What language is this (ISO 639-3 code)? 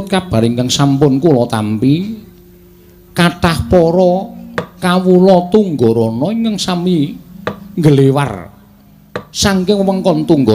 jav